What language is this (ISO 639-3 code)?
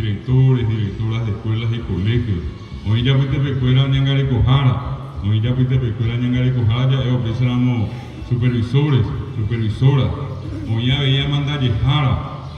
grn